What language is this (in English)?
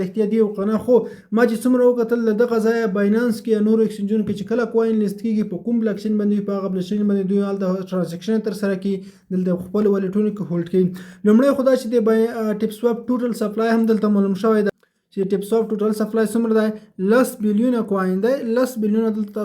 Pashto